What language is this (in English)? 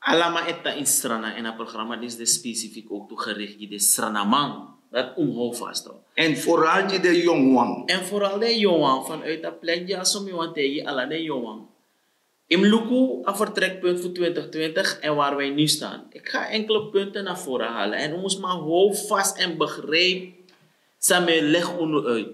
Sranan Tongo